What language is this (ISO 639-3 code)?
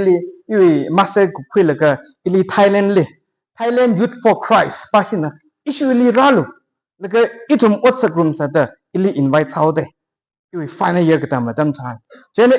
nmf